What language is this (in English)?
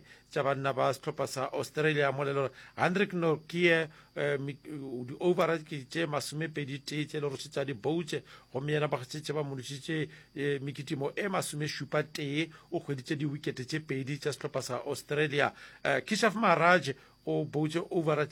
Northern Sotho